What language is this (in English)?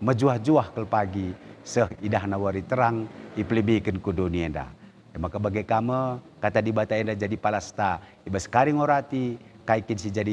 Batak Karo